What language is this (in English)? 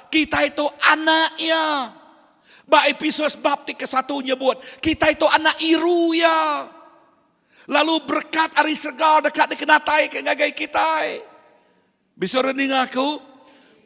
Iban